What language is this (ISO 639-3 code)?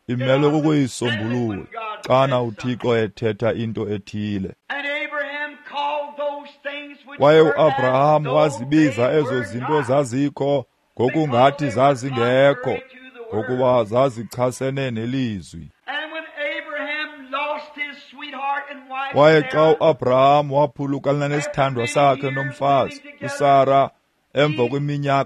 xho